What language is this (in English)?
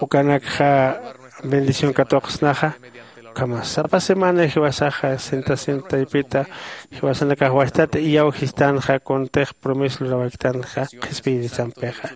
Aymara